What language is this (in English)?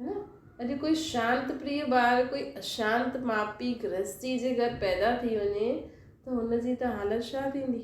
Sindhi